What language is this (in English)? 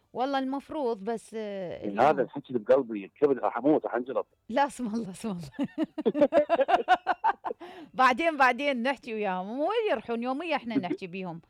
Mesopotamian Arabic